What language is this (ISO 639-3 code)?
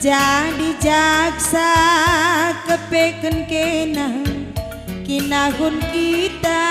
btx